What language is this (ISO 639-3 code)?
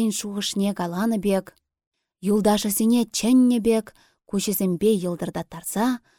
chv